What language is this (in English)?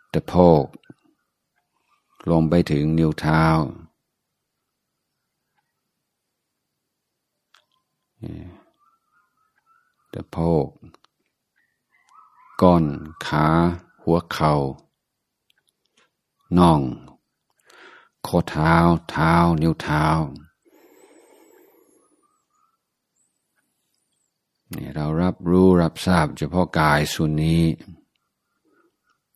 Thai